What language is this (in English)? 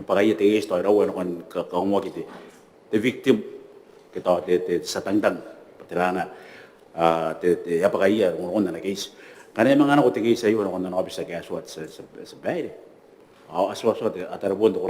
Gilbertese